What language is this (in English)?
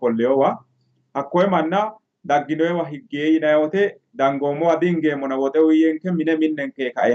Sidamo